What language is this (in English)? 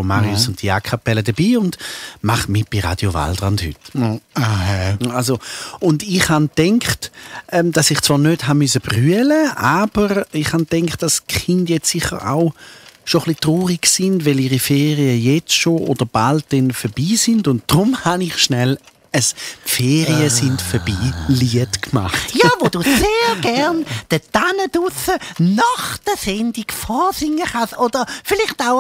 Swiss German